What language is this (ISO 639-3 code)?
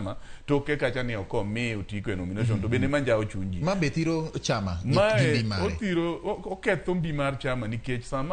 luo